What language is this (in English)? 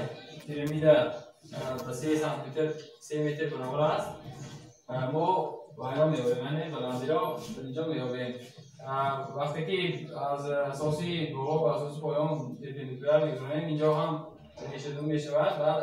Tajik